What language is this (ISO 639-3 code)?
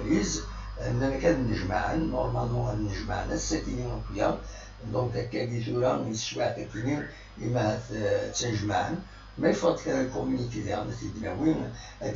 kab